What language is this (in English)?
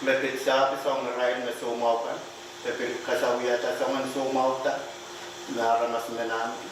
Pohnpeian